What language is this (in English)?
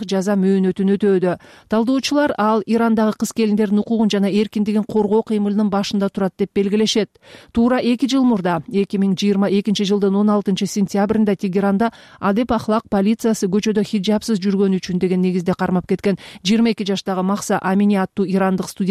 Kyrgyz